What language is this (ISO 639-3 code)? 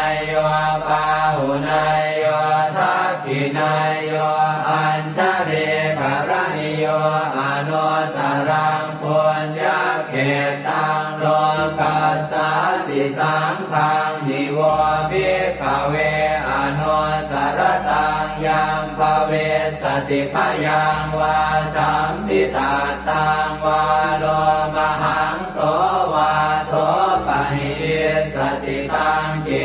pli